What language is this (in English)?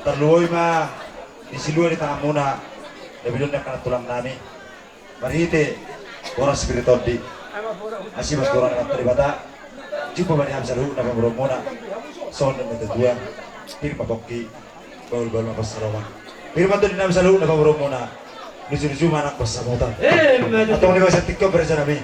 Batak Toba